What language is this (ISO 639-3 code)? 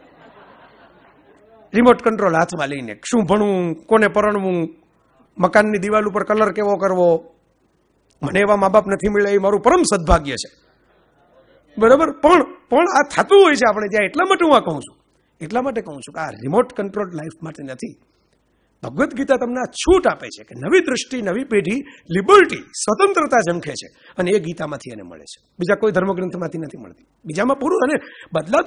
guj